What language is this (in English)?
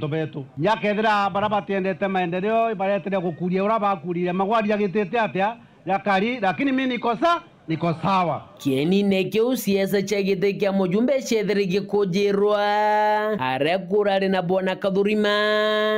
Meru